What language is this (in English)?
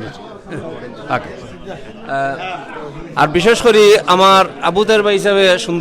Sylheti